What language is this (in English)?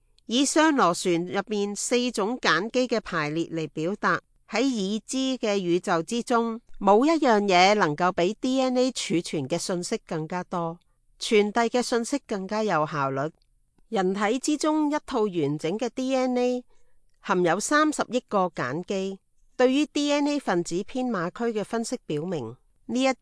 Cantonese